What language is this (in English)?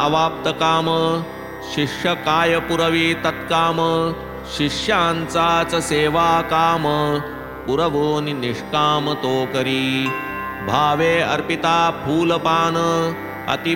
Marathi